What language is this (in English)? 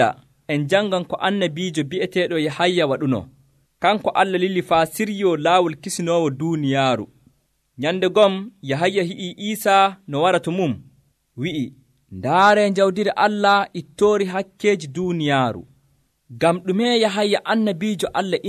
Nigerian Fulfulde